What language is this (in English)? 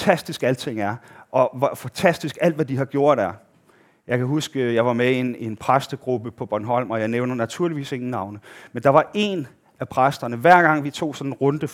Danish